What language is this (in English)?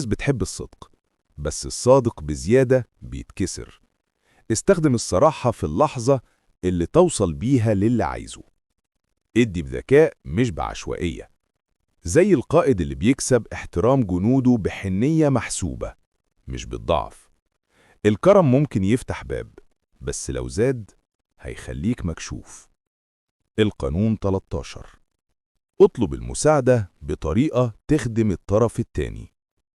Egyptian Arabic